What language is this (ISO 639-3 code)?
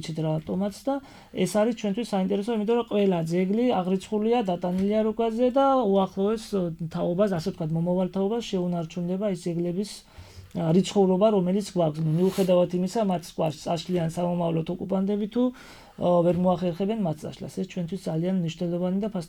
kat